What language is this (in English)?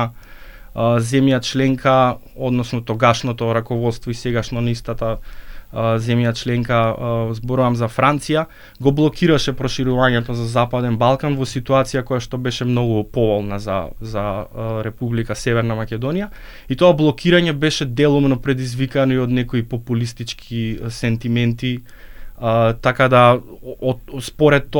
Macedonian